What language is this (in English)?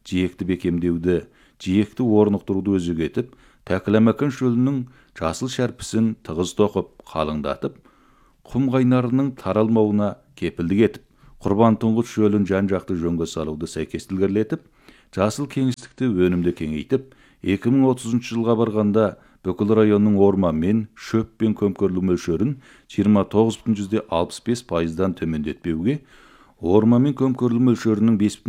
Kazakh